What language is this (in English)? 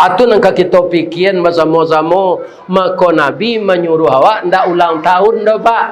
Minangkabau